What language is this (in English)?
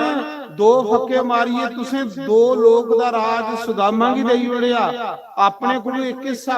Dogri